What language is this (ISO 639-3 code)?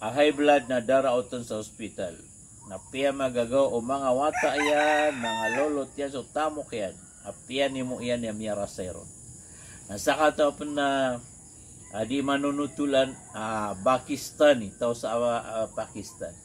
mrw